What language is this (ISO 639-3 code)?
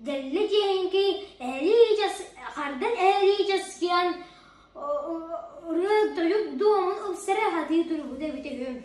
sah